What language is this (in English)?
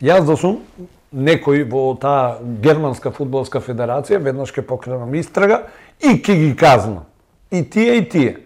Macedonian